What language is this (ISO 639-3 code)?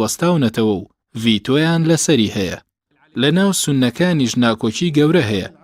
ckb